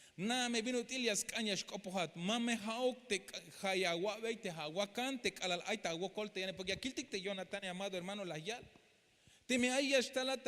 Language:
Tzeltal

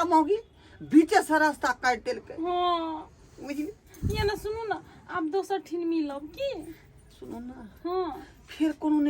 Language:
Maithili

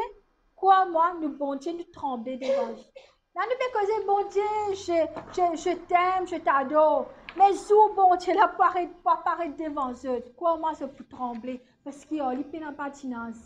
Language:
Morisyen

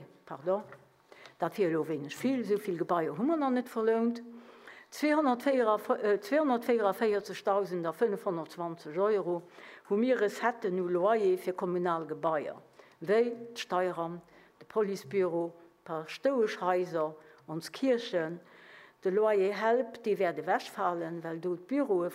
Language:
Luxembourgish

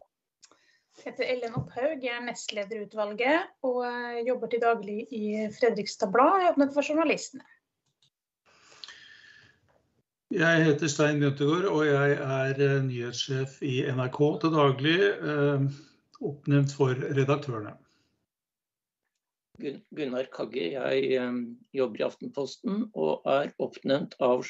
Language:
Norwegian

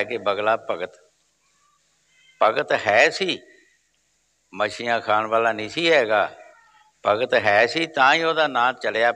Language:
Punjabi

